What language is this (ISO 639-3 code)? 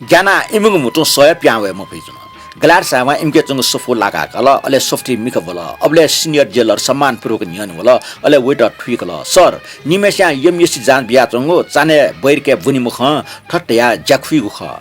new